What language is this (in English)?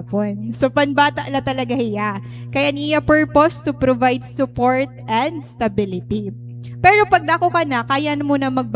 Waray